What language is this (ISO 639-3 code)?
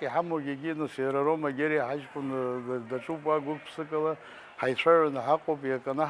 abk